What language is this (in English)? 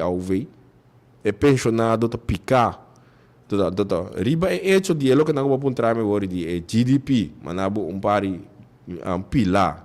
Papiamento